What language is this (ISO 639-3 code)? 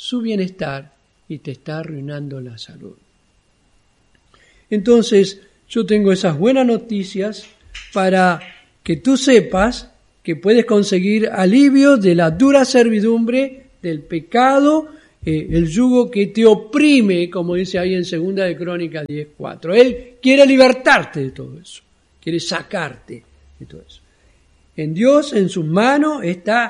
spa